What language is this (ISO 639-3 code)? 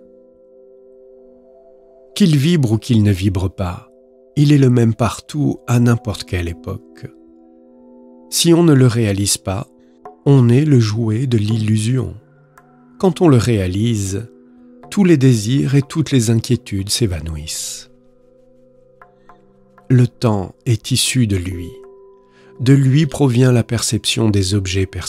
fra